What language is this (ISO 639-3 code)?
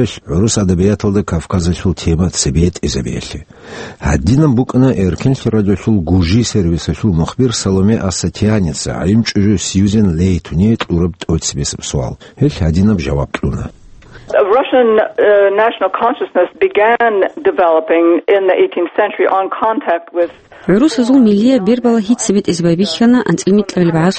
ava